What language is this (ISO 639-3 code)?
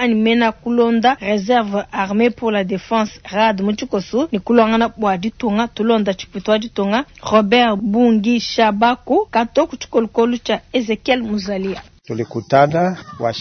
lua